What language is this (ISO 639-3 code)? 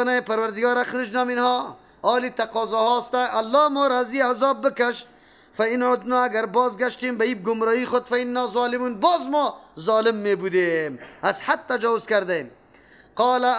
fas